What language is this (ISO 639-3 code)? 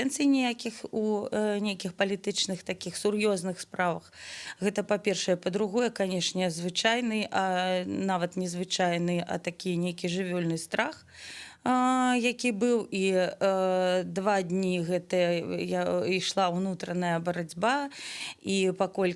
bel